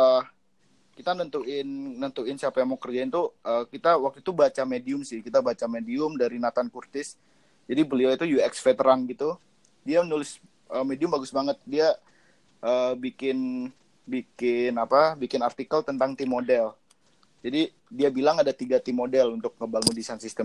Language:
Indonesian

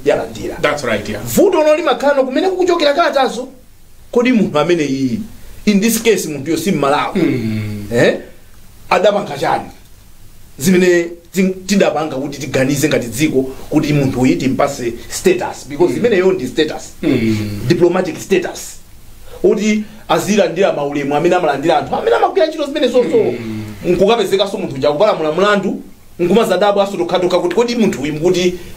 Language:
Nyanja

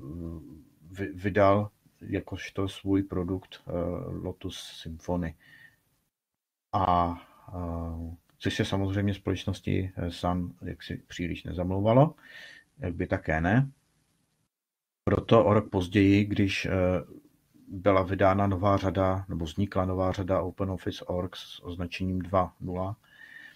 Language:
Czech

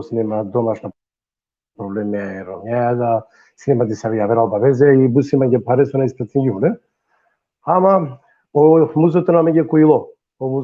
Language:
Balkan Romani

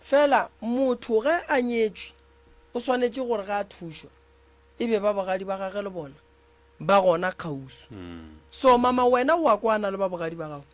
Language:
Northern Sotho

